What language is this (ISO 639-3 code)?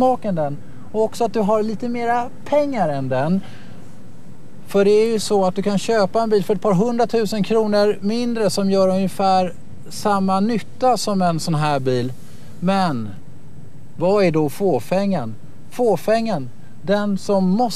swe